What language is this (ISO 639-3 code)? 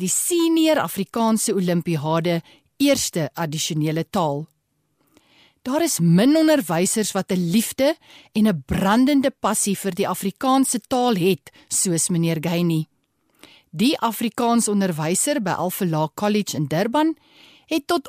afr